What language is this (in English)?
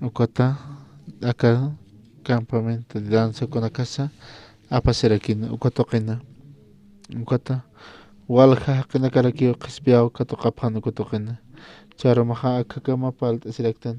Aymara